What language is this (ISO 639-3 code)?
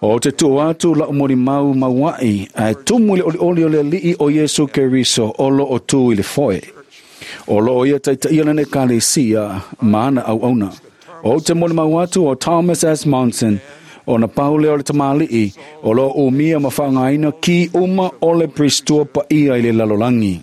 smo